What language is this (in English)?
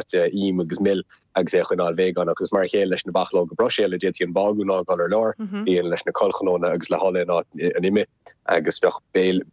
Irish